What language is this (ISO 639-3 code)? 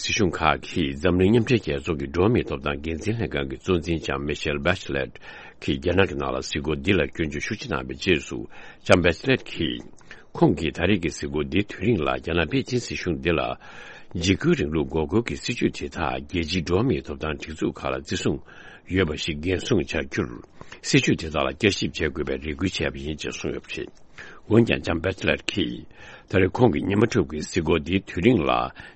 bod